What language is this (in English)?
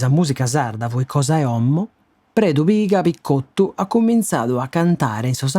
Sardinian